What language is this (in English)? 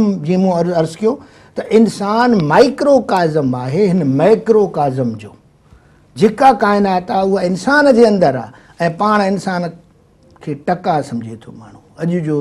Sindhi